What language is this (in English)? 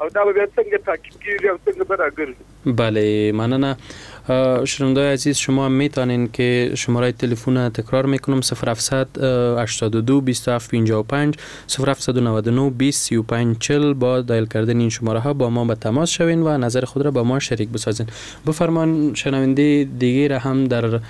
Persian